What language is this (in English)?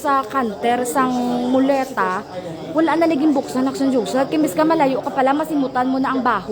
Hiligaynon